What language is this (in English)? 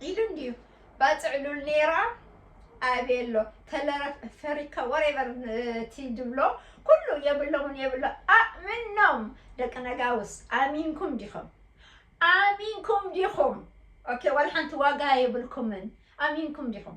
Tigrinya